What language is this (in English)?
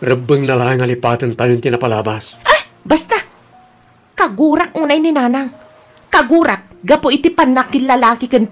Iloko